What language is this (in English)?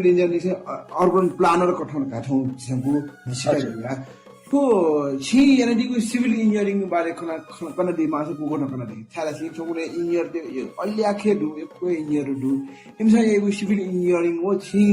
Newari